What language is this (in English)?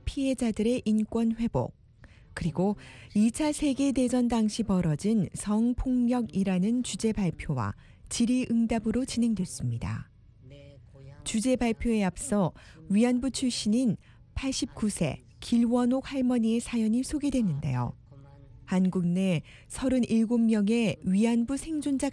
Korean